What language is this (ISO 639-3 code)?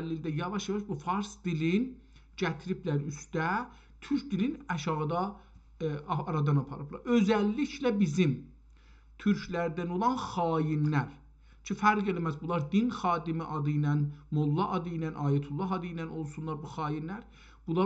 azb